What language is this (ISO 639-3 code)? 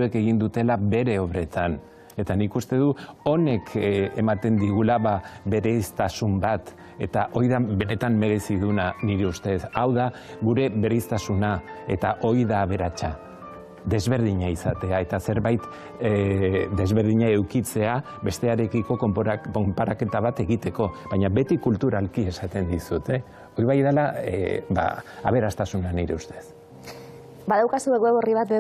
eus